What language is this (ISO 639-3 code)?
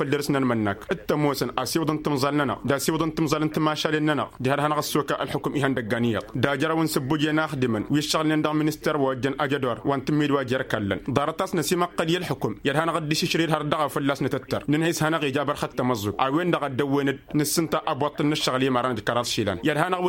taq